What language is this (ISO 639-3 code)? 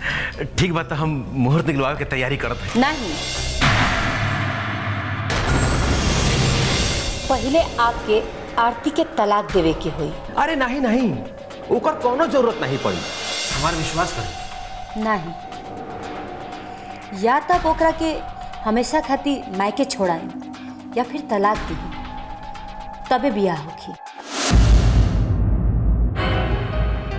bho